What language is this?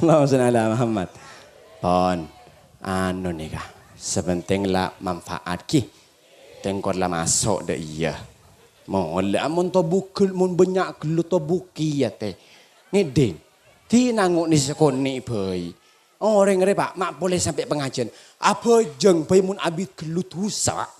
Madurese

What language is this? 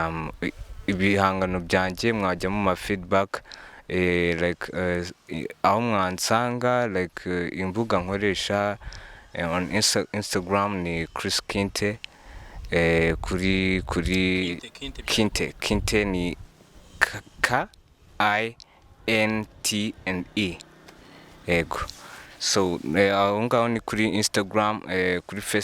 Kinyarwanda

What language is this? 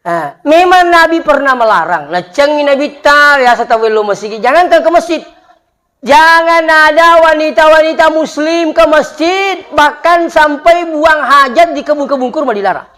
Buginese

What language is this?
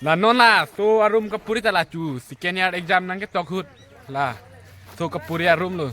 Karbi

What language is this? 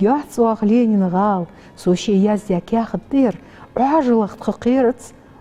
Ingush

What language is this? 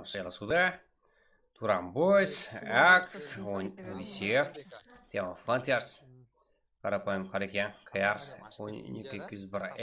Kara-Kalpak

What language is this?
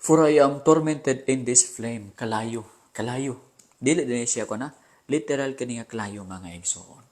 Cebuano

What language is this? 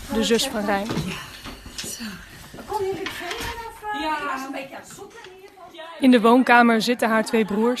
Dutch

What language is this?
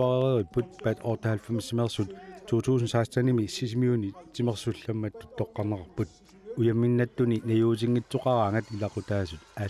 Kalaallisut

